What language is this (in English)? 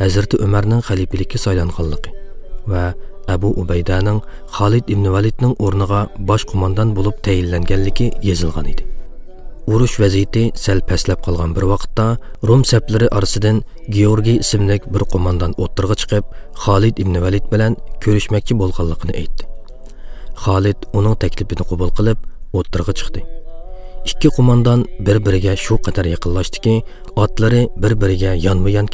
Uyghur